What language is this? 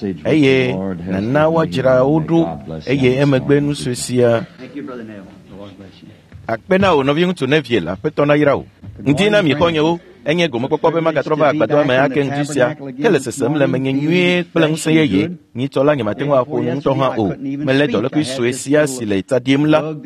Ewe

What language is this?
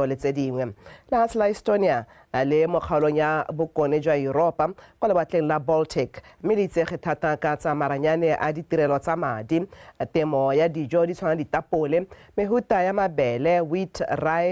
Tswana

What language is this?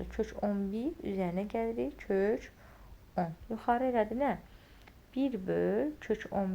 Azerbaijani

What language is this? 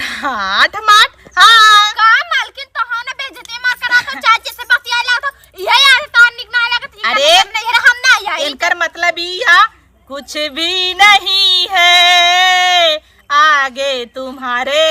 Awadhi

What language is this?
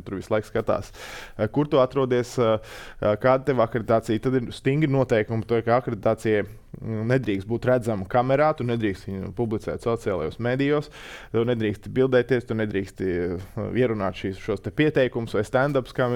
Latvian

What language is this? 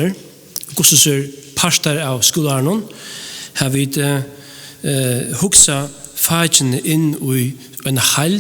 Faroese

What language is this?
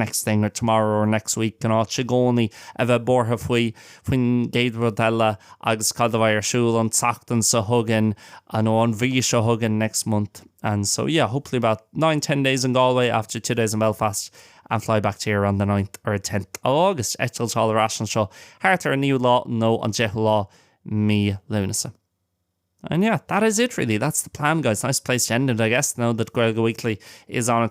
Irish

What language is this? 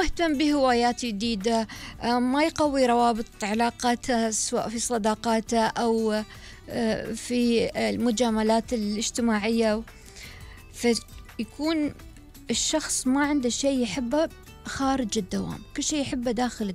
Gulf Arabic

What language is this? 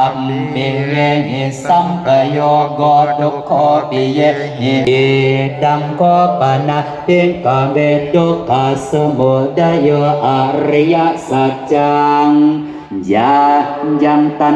Pali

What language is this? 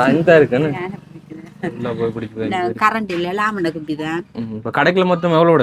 Tamil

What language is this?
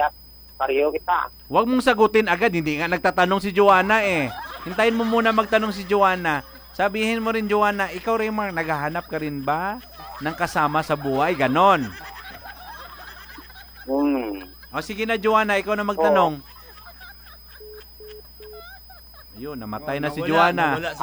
Filipino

